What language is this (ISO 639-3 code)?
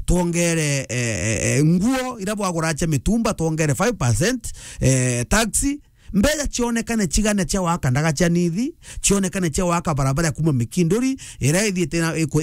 mer